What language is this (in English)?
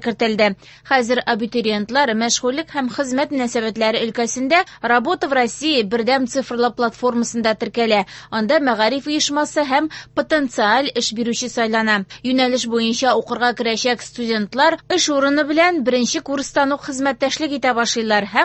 Tatar